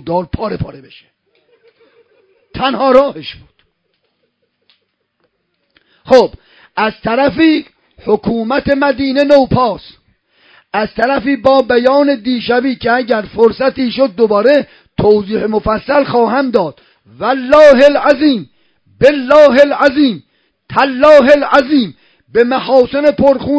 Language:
Persian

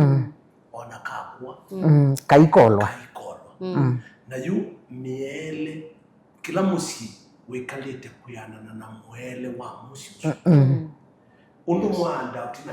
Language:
Kamba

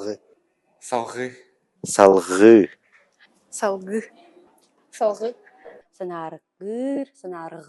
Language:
Yakut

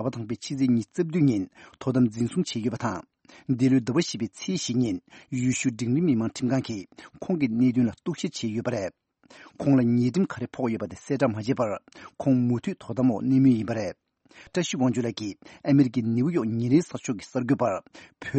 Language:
Tibetan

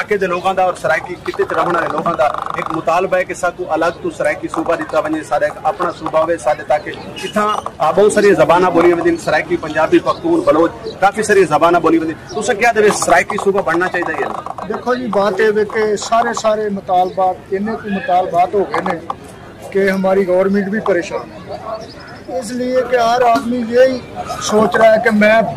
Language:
Saraiki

